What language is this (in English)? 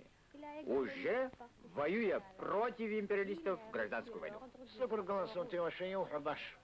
Abkhazian